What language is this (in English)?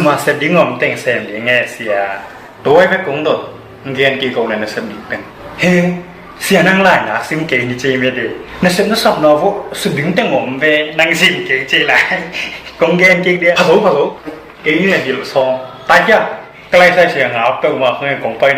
Tedim Chin